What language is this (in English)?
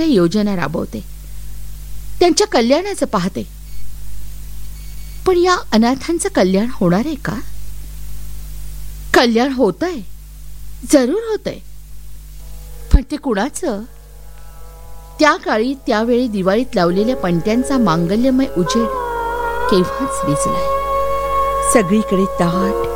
Marathi